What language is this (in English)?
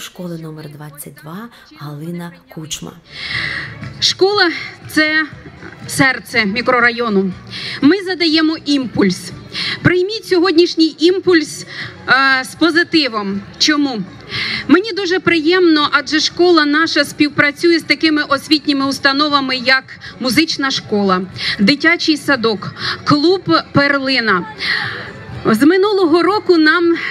Ukrainian